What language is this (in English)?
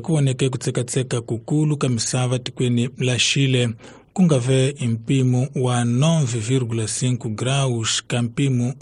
Tsonga